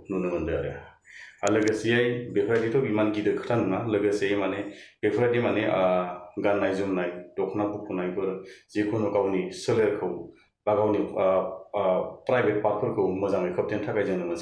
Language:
Bodo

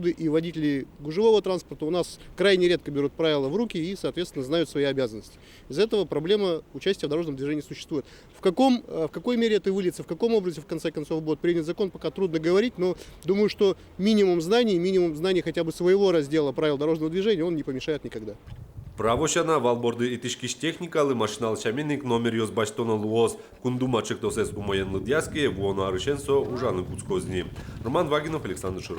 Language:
Udmurt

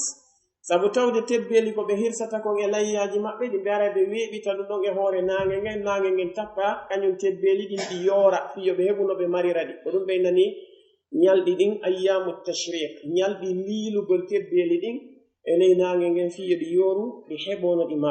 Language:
Pular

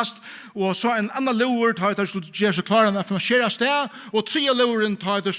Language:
Faroese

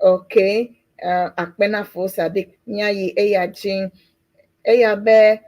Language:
Ewe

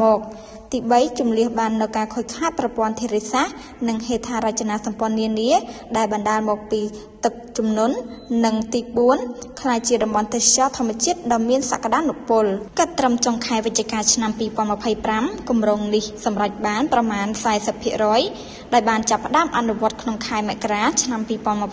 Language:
Khmer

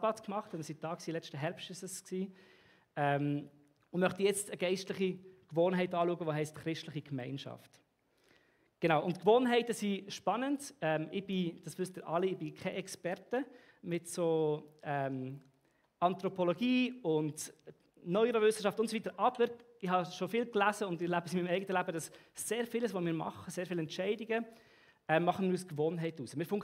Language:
Swiss German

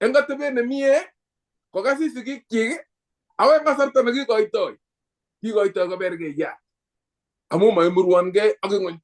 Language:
Kalenjin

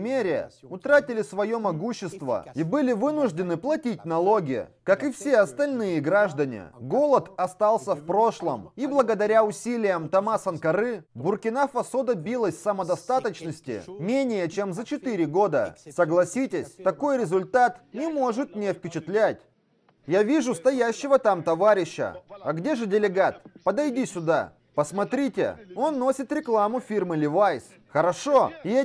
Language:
Russian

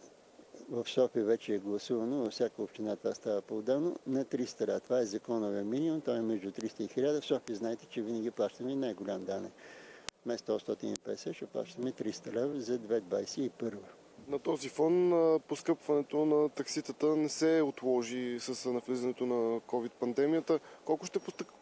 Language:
Bulgarian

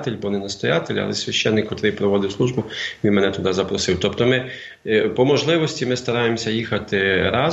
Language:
Ukrainian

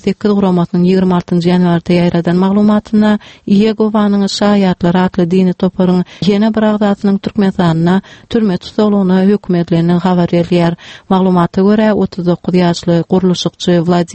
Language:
Turkmen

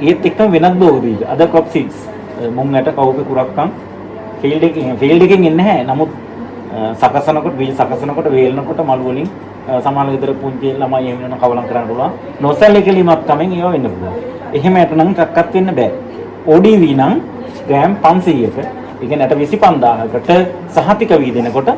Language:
Sinhala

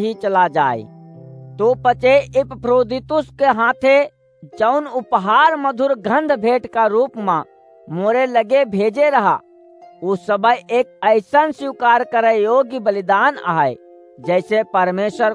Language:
Awadhi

